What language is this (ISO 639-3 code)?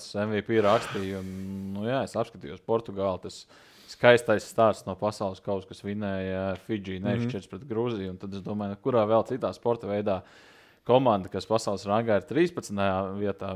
lav